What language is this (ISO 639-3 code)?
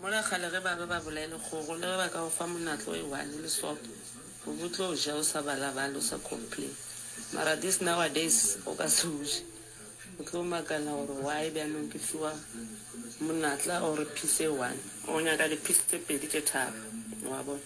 nso